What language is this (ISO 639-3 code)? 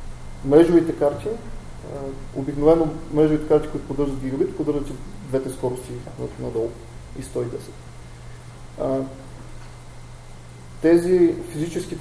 bul